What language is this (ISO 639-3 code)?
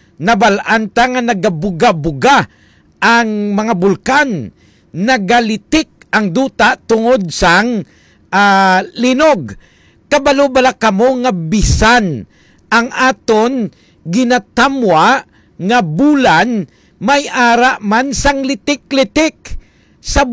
hil